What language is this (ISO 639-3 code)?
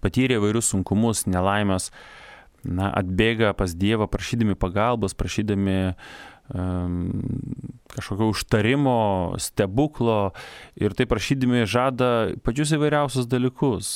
lit